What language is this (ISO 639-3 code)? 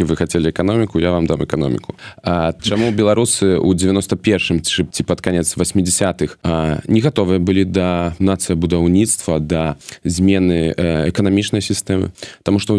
bel